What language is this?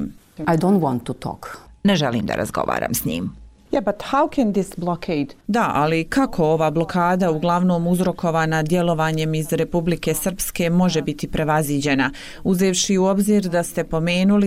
Bosnian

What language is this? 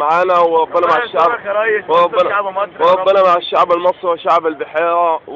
Egyptian Arabic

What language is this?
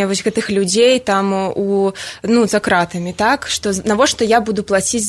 Belarusian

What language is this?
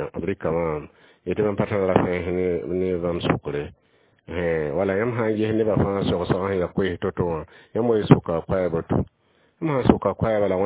Mossi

